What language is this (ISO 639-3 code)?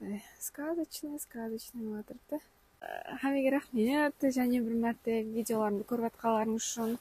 kaa